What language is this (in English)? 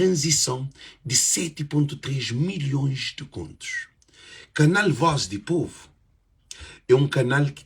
Kabuverdianu